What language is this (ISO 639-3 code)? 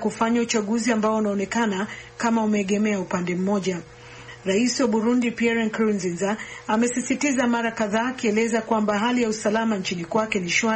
swa